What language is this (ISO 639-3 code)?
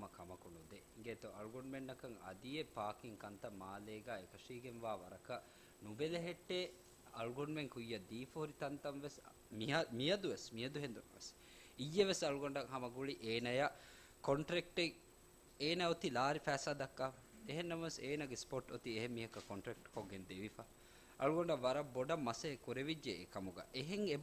div